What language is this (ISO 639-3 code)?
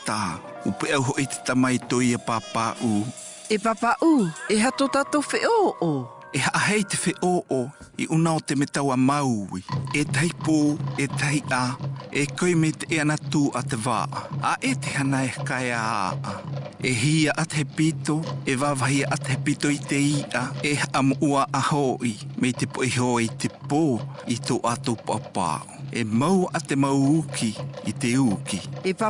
mqm